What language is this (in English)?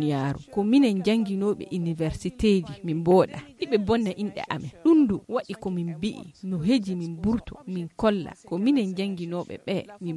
Fula